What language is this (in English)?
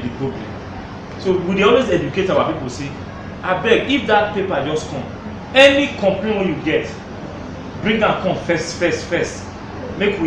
Nigerian Pidgin